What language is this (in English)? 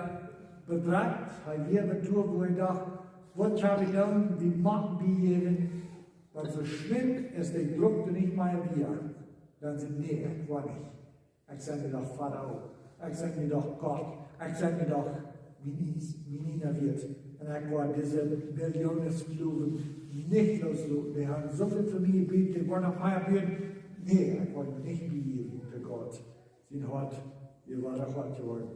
Plautdietsch